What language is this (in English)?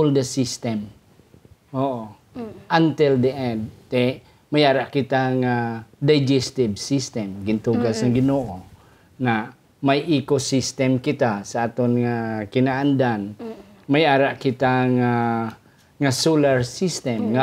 Hiligaynon